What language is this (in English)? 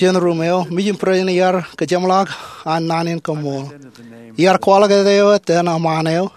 Marshallese